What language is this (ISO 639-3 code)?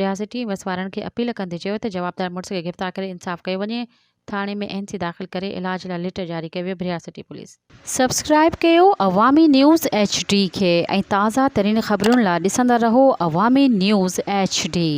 snd